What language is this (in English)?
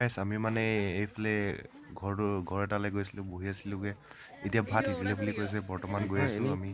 Assamese